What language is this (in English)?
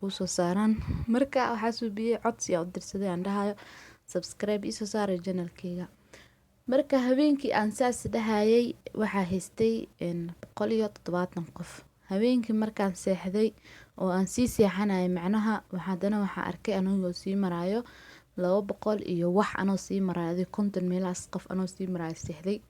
Somali